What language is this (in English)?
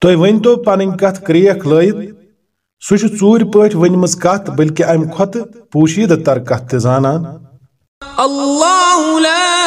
Kashmiri